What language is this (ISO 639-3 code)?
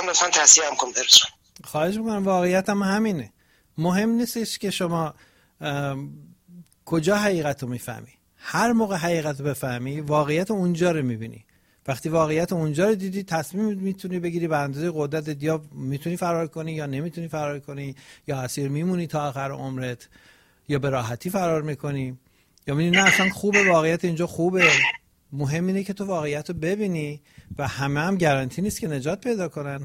fas